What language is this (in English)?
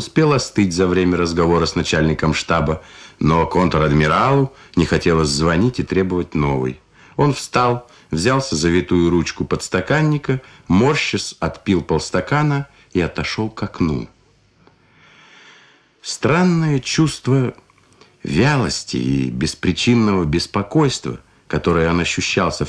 Russian